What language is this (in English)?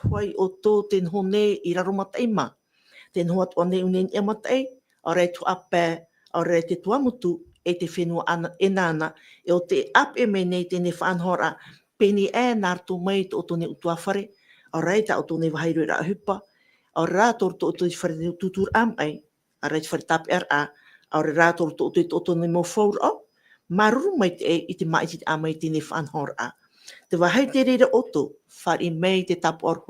Tahitian